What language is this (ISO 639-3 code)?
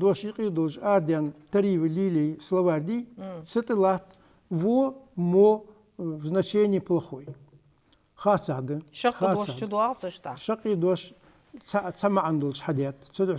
inh